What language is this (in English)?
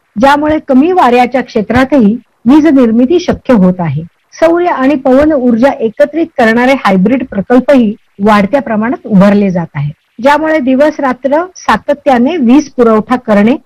Marathi